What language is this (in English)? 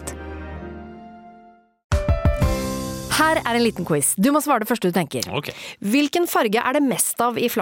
Norwegian